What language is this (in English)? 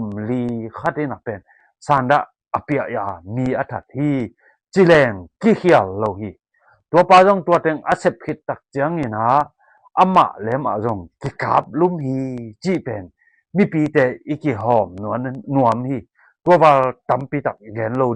Tedim Chin